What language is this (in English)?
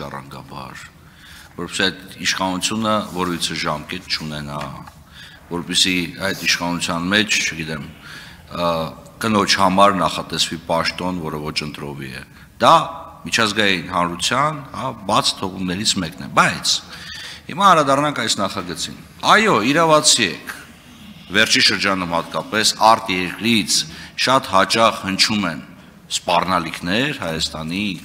Armenian